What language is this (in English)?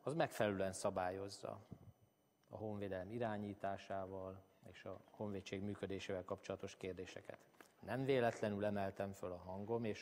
Hungarian